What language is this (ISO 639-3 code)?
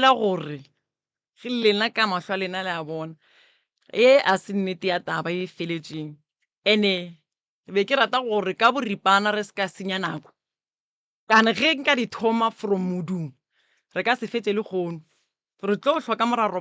nso